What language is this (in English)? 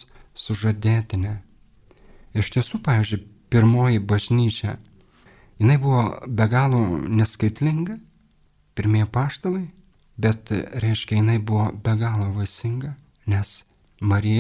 Lithuanian